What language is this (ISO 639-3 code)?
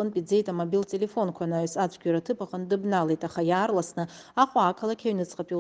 abk